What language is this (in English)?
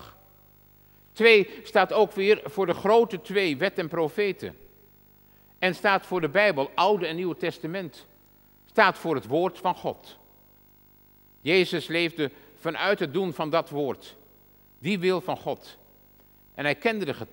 Dutch